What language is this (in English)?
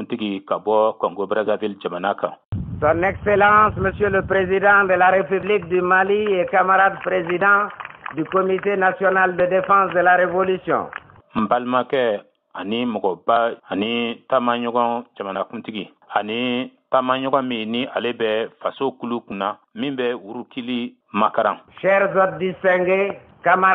Bambara